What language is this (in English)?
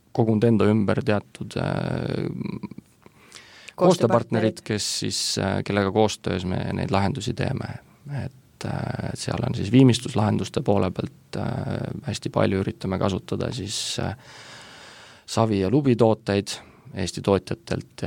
Estonian